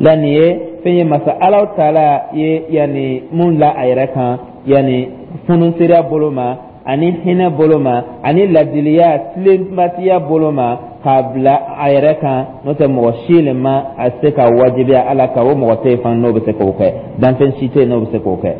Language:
Dyula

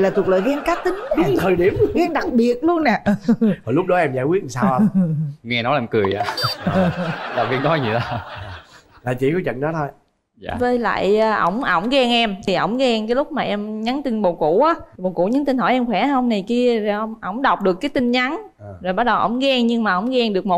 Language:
Vietnamese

